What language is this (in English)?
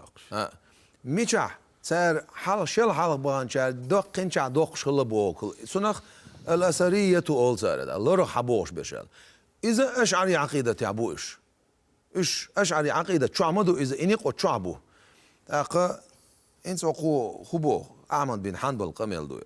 Chechen